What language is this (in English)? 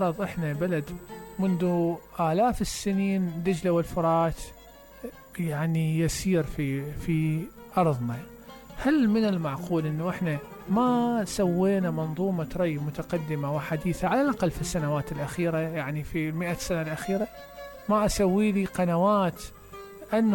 Mesopotamian Arabic